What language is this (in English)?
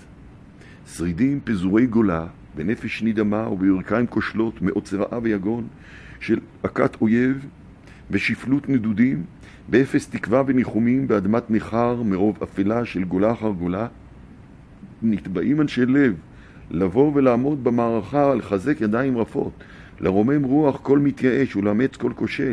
Hebrew